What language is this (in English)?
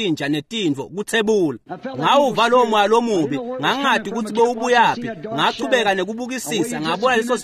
Swati